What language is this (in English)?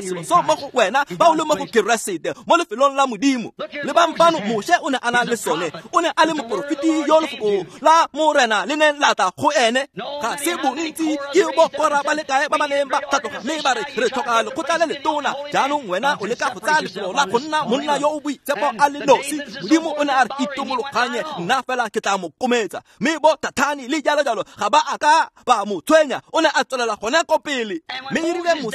Tswana